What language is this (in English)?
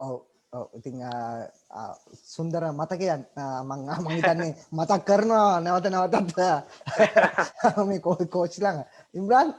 Sinhala